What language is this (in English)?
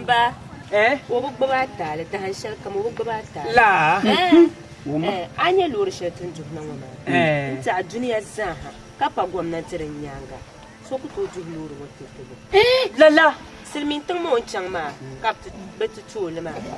Dagbani